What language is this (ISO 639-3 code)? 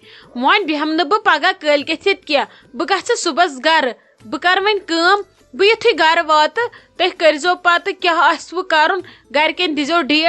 kas